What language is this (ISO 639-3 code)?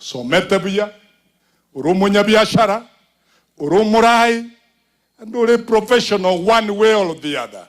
guz